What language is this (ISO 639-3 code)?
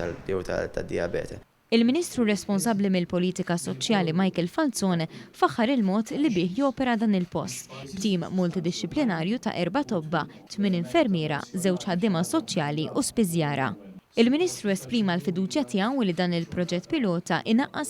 mlt